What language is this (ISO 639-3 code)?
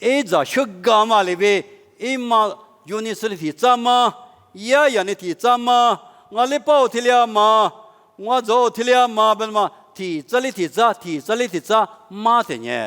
lis